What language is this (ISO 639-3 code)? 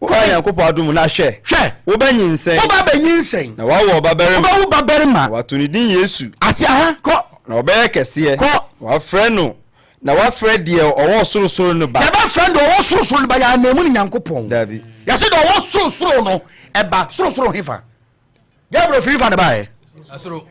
aka